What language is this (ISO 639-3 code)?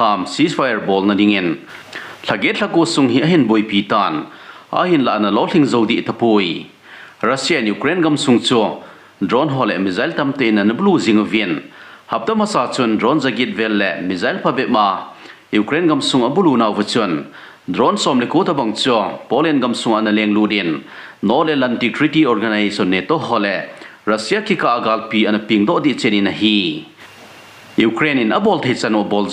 tcz